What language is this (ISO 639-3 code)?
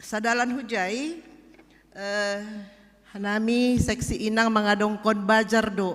bts